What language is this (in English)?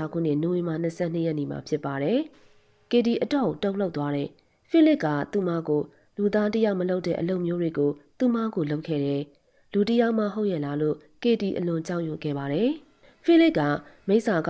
Burmese